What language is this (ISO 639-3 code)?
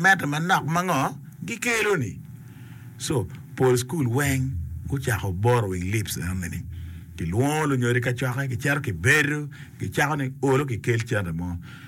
ach